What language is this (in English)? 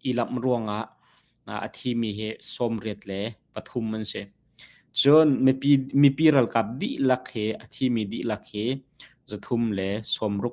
Hakha Chin